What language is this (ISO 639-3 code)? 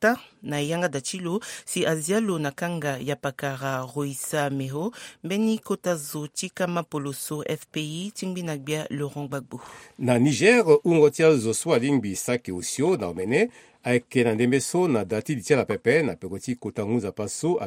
sag